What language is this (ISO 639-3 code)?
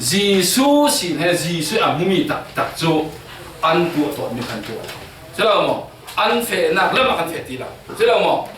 cfm